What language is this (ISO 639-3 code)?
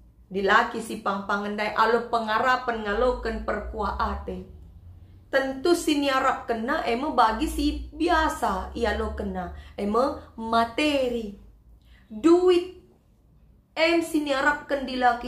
btx